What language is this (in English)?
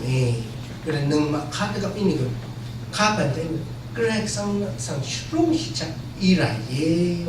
Rawang